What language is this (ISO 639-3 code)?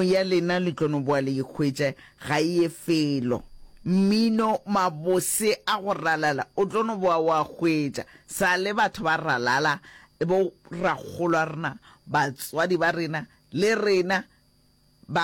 nso